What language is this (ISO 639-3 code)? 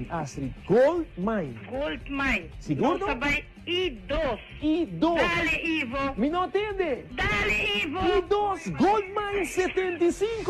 pap